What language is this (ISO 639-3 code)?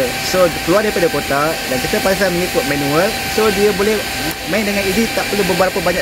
msa